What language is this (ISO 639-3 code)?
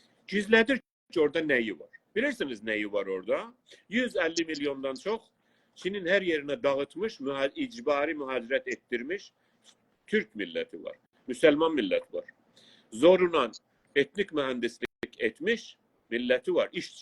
azb